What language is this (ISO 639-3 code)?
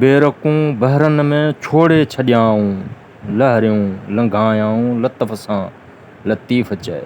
snd